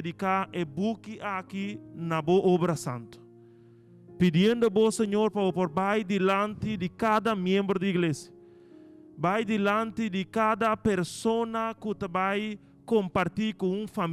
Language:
Papiamento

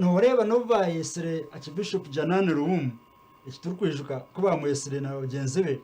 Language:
Nyankole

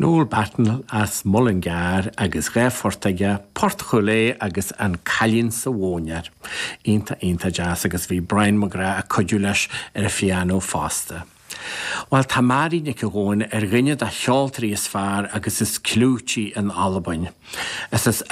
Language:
Irish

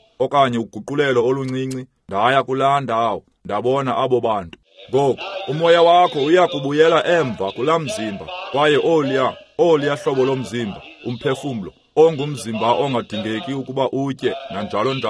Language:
Xhosa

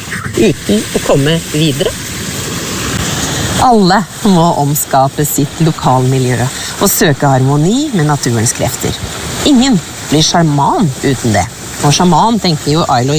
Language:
Norwegian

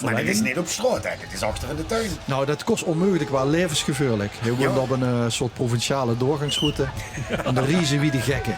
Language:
Limburgish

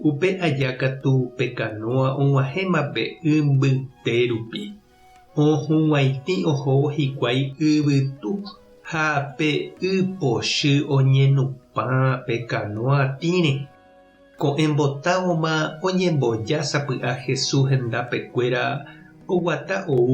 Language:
Guarani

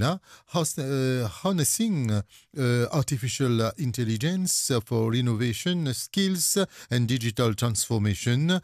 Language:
Morisyen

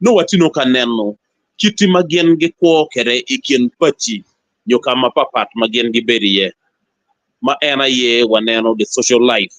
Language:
Acoli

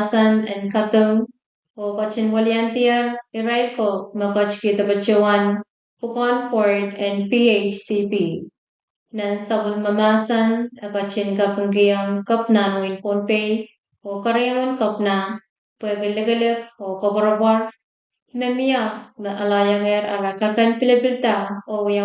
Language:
Pohnpeian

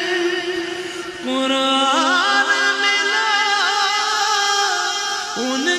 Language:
Urdu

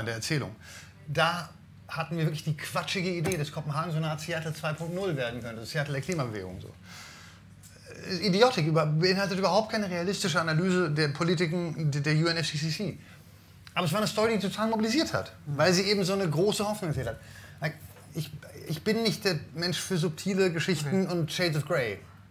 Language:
German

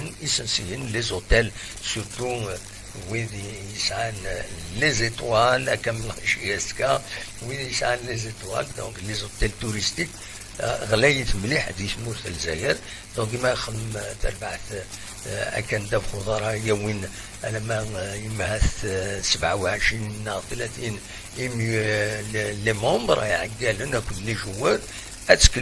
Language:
Kabyle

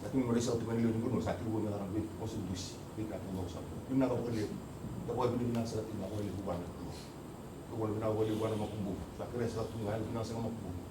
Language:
Fijian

